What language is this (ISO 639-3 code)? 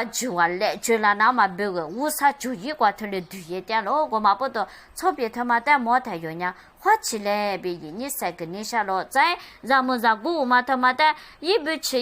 lis